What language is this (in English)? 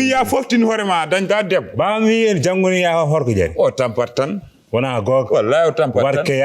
Fula